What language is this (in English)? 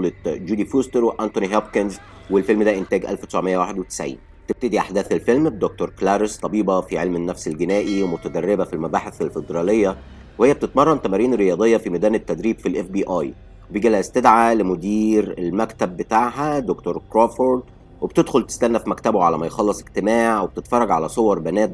Egyptian Arabic